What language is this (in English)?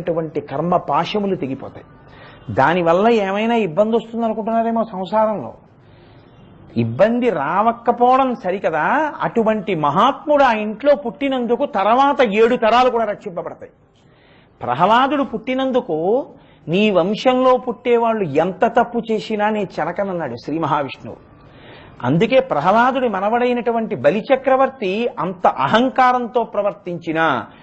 Telugu